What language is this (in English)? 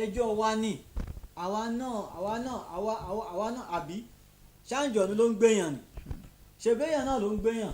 Yoruba